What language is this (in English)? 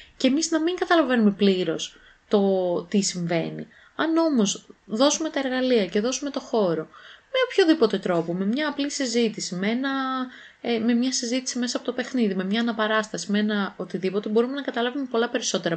Greek